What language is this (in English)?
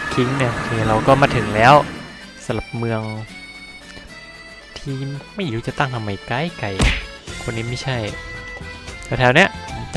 Thai